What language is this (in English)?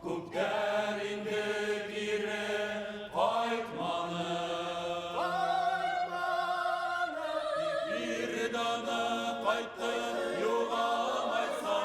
Bashkir